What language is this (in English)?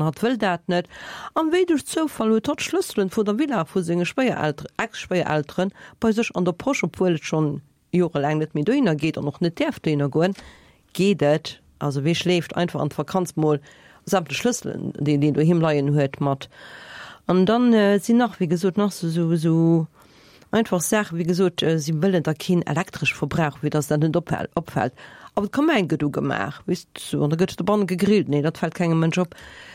Luxembourgish